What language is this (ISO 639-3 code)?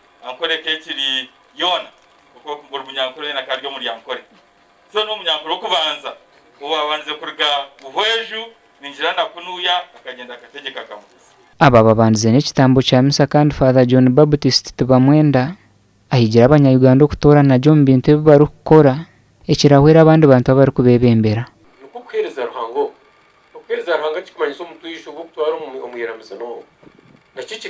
nyn